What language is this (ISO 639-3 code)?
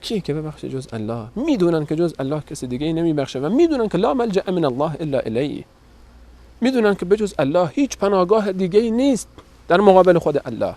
fas